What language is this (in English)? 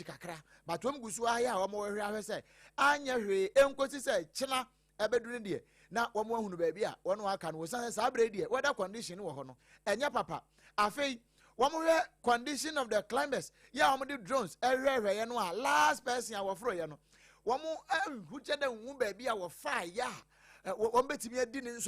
Akan